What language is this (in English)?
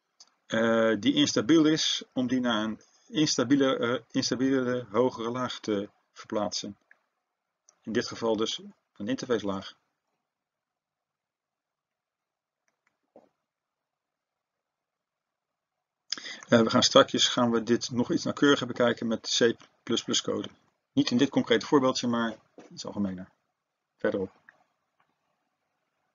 Dutch